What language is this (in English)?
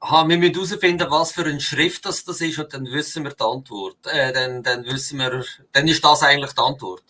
Swiss German